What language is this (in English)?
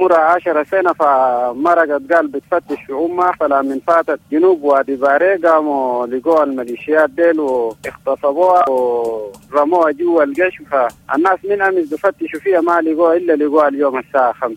Sudanese Arabic